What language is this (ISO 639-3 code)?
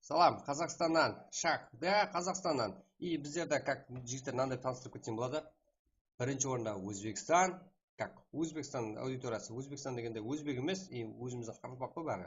kaa